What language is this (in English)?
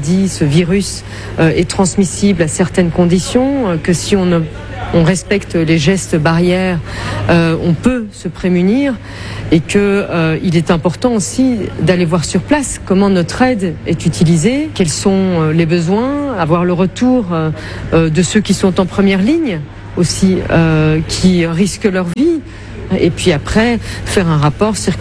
French